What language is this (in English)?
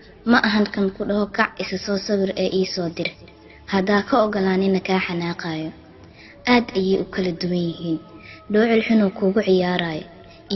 Somali